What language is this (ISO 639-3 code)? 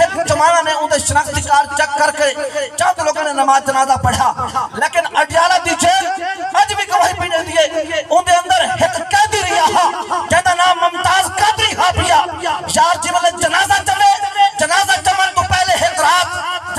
skr